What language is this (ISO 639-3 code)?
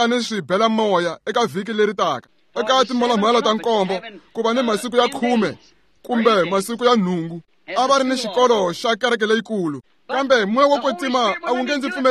tso